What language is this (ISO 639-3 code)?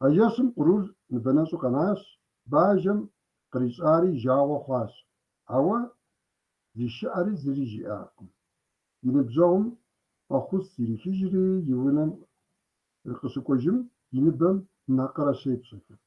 kbd